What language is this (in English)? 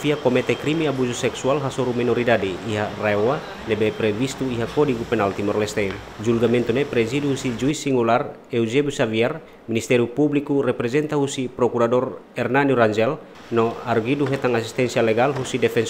Tetum